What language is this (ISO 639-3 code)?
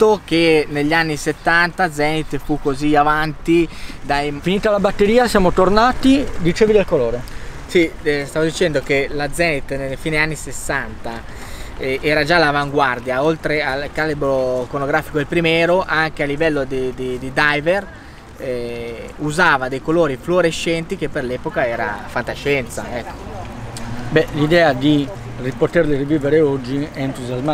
ita